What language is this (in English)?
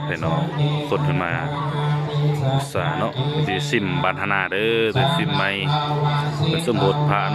Lao